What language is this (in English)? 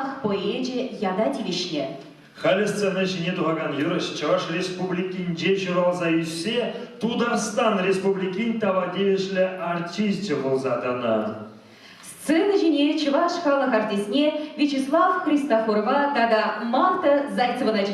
Chuvash